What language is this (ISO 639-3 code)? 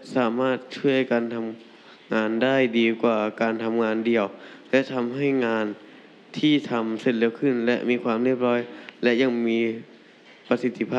tha